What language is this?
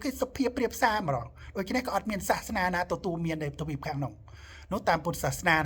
Khmer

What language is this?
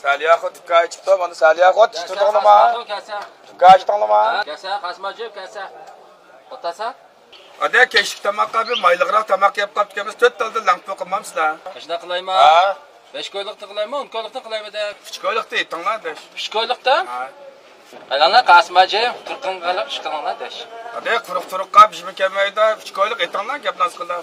Uyghur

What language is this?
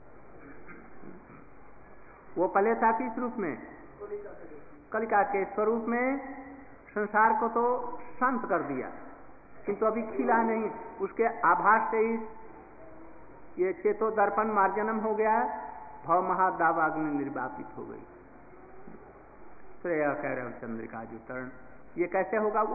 Hindi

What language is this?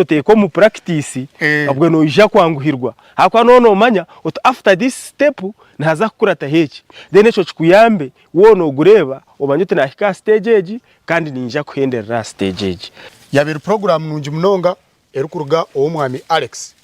Nyankole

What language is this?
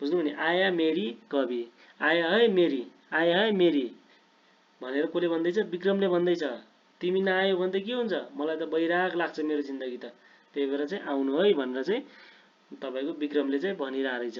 Nepali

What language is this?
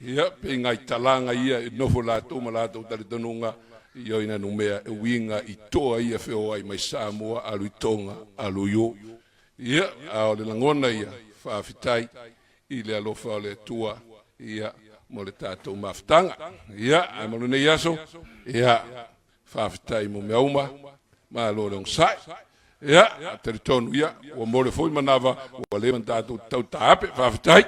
Samoan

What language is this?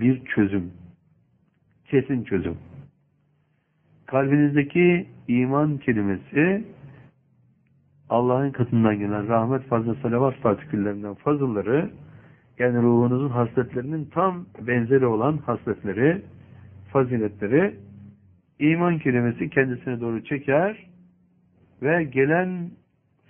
Turkish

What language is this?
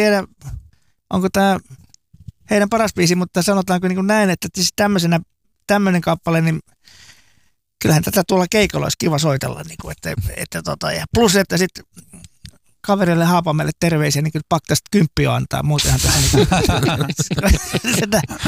Finnish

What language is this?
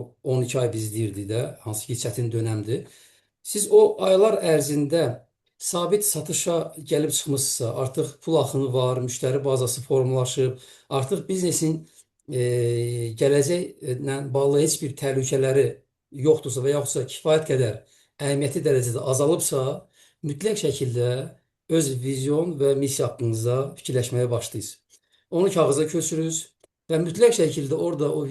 Azerbaijani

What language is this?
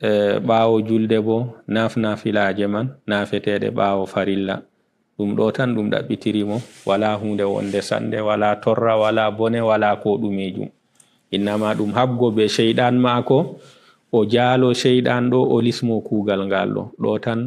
Fula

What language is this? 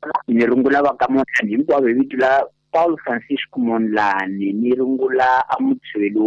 Tsonga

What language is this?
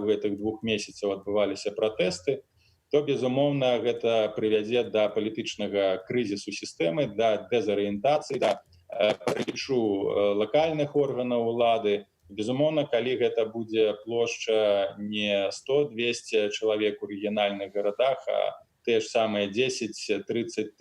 Belarusian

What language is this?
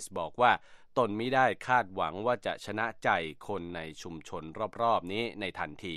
Thai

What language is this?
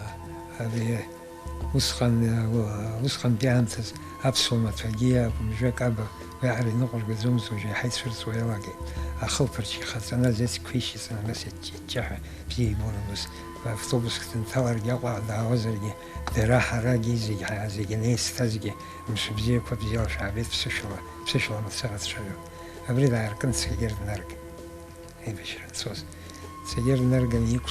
Abkhazian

